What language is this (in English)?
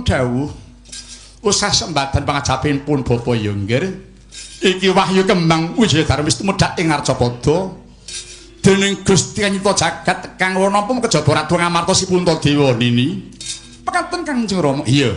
Javanese